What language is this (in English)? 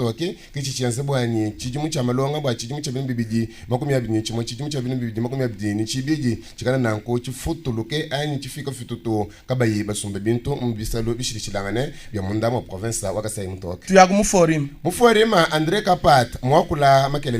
Luba-Lulua